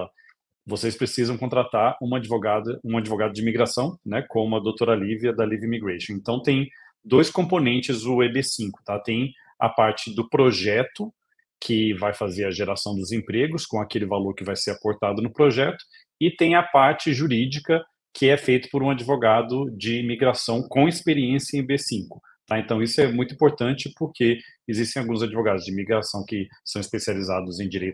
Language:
Portuguese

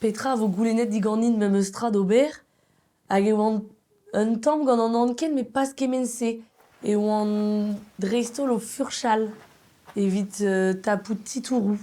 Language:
Breton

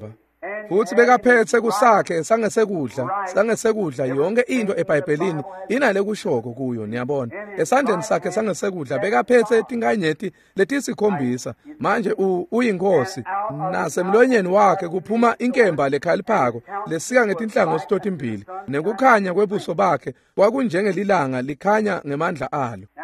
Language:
Swati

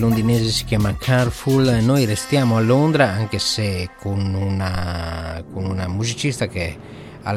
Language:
Italian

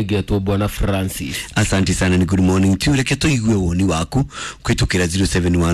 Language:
Kikuyu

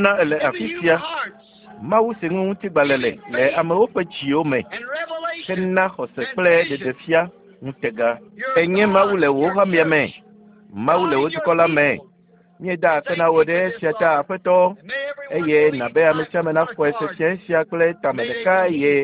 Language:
Ewe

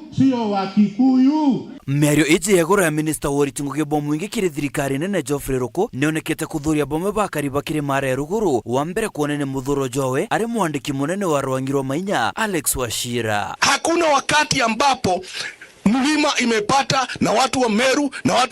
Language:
Meru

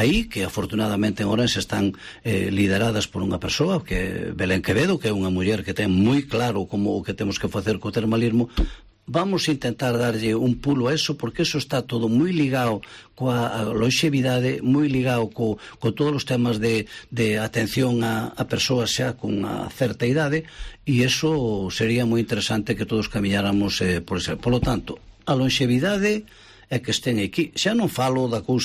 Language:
Galician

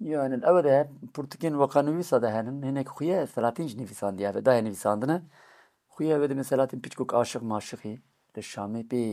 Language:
Kurdish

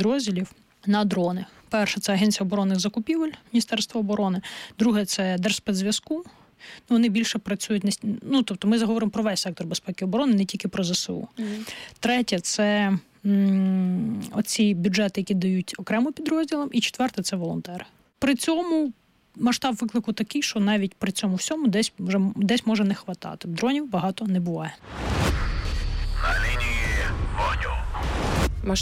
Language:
Ukrainian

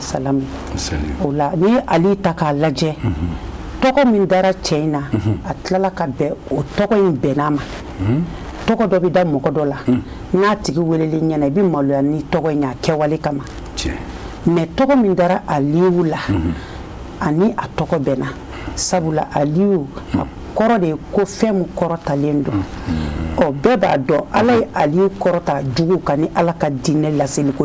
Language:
Bambara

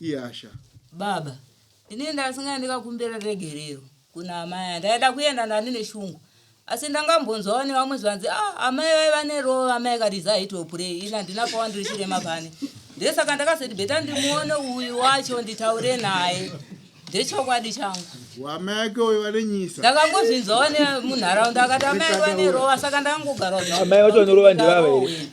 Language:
Shona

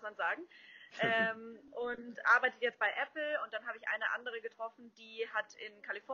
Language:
German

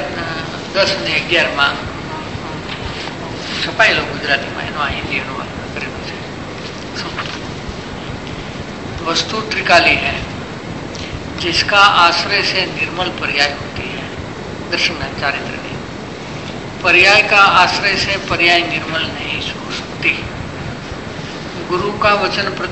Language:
Gujarati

